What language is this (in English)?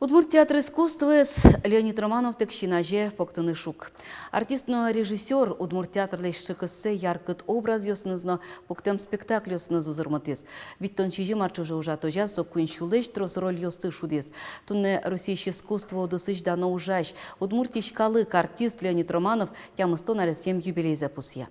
Udmurt